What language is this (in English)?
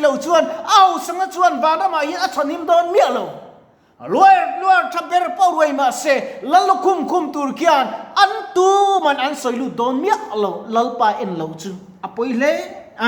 Mizo